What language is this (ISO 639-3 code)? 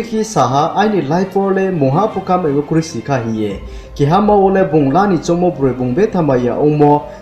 ria